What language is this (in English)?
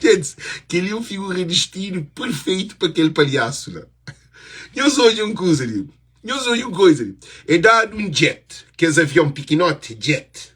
Kabuverdianu